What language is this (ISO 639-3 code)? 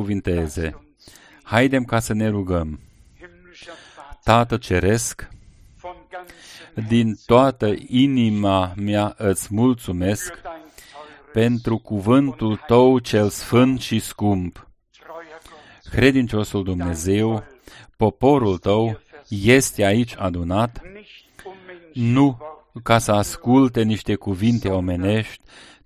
ron